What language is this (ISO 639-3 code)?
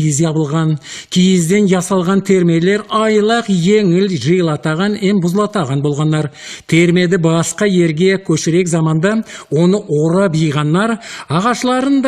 nog